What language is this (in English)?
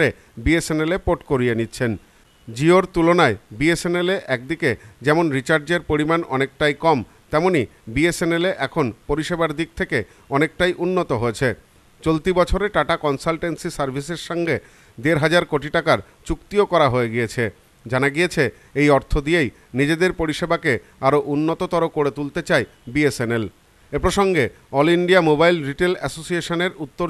Bangla